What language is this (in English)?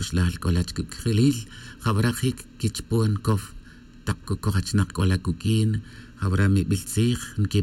Tz'utujil